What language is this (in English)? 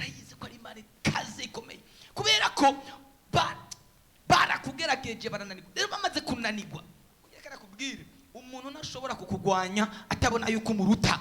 Rundi